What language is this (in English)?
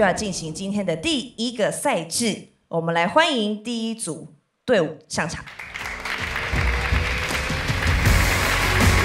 Chinese